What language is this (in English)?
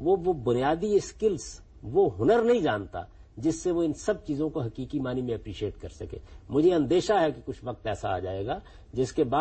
Urdu